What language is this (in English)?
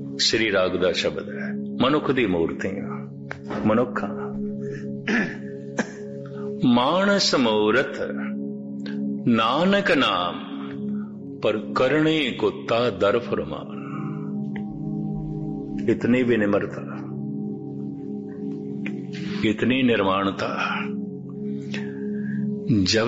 Punjabi